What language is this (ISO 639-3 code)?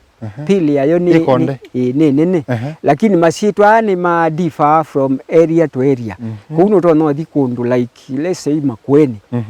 kam